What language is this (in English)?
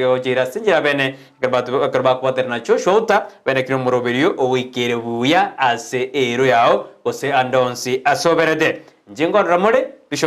Gusii